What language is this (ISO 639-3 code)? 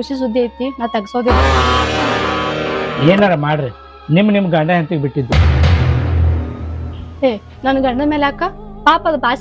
kan